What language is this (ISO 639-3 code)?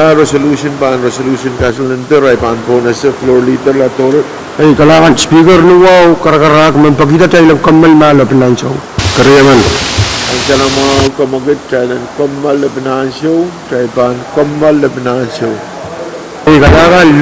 pon